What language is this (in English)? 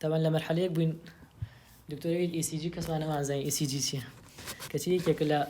Central Kurdish